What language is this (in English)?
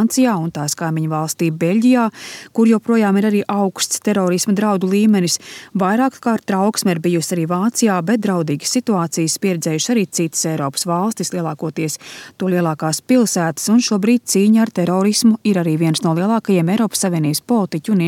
Latvian